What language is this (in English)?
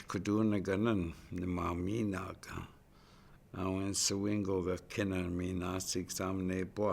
Chippewa